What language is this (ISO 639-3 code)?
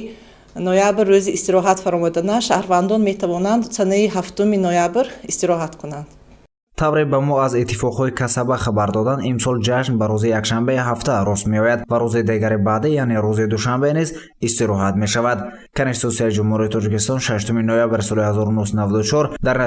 tgk